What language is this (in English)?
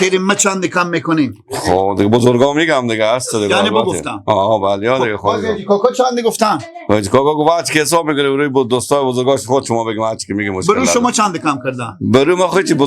Persian